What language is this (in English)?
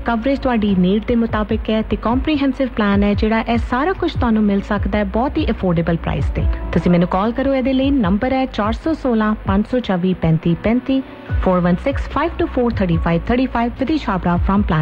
Punjabi